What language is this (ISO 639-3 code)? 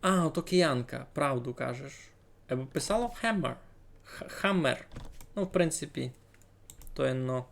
rue